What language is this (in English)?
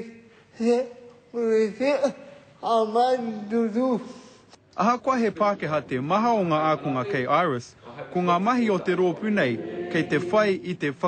Māori